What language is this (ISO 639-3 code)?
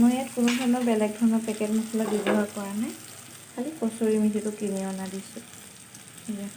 asm